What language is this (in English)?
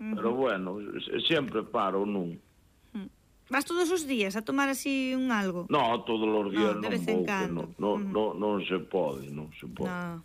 Galician